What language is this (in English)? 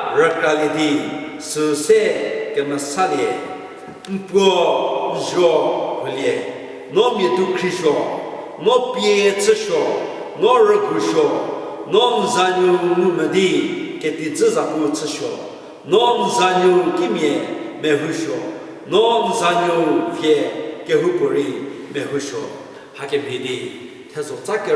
Angami Naga